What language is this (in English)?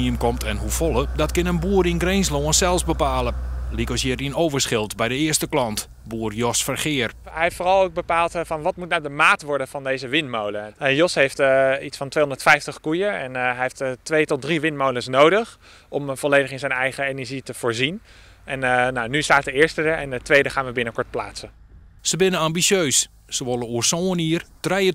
Western Frisian